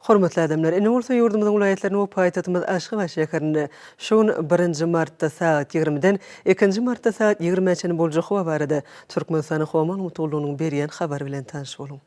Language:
Turkmen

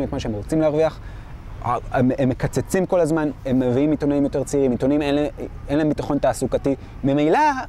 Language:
Hebrew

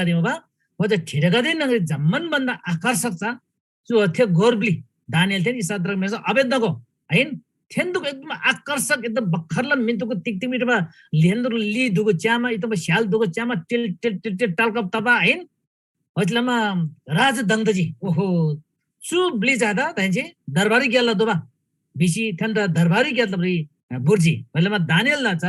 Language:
Eastern Tamang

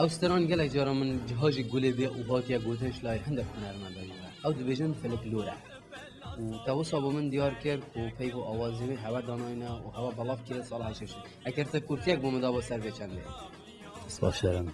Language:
Kurdish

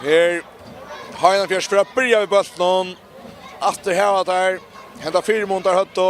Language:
Faroese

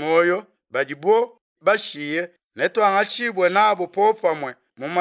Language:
Luba-Lulua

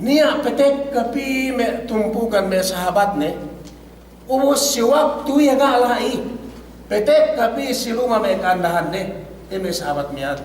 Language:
Yakan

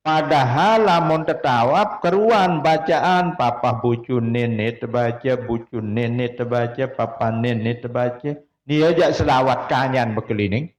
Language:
Sasak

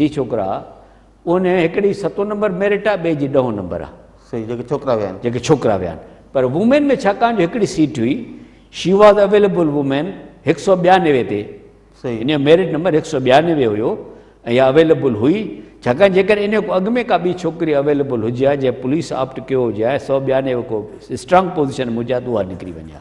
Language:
Sindhi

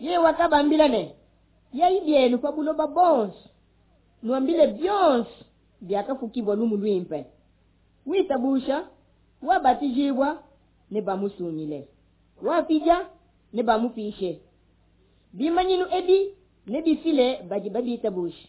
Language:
Luba-Lulua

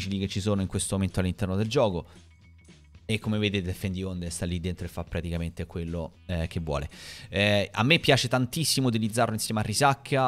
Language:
Italian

